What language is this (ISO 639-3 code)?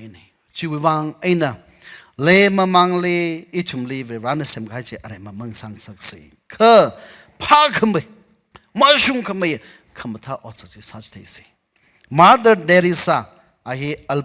nmf